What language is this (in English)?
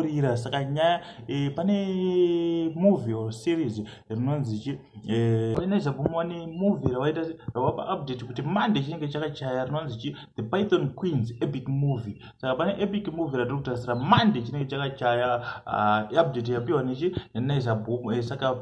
Shona